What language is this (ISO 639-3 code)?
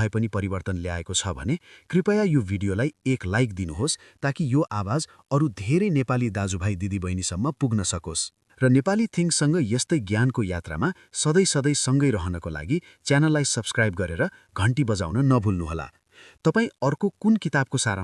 nep